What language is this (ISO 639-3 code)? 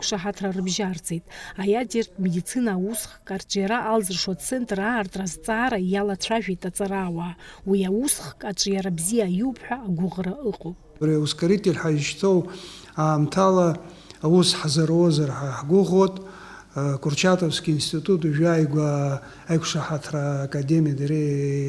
abk